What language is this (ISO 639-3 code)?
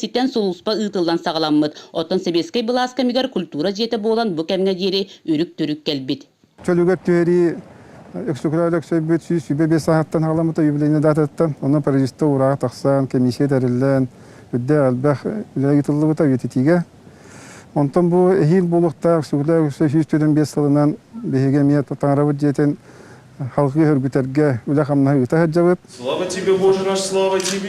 sah